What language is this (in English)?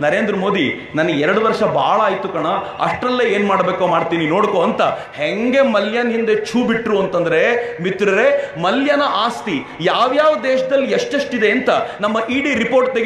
Kannada